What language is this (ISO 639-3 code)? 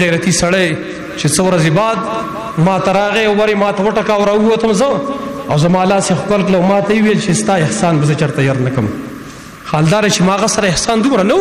pus